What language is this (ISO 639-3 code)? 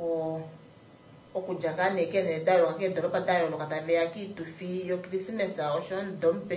kua